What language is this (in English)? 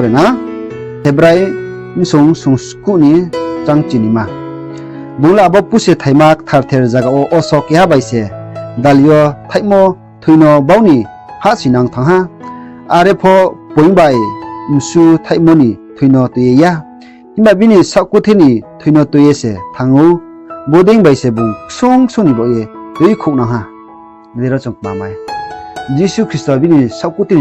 Riang (India)